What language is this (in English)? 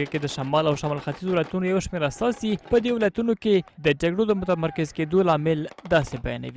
Pashto